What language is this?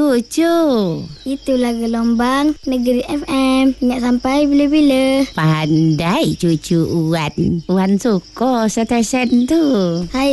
Malay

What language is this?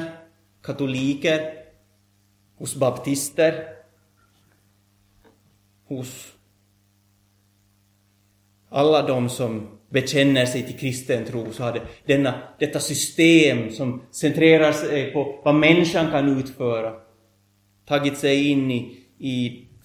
Swedish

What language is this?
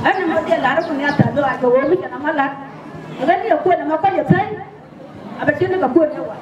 Nuer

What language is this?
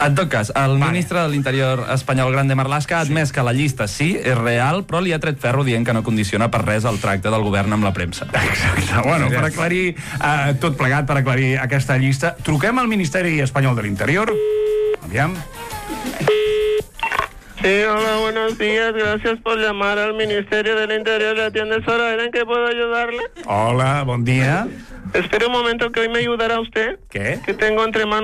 Catalan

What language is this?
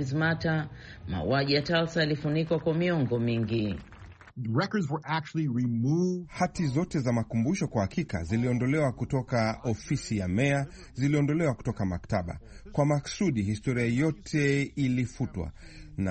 Swahili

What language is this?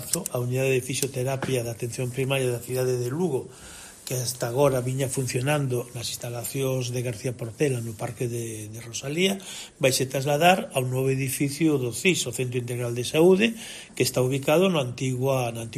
Galician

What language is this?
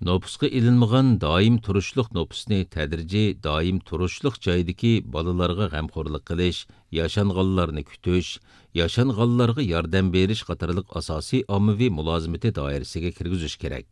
Uyghur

